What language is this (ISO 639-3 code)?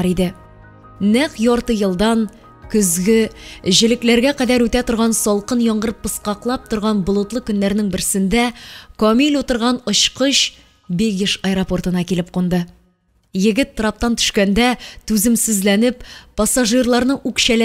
tat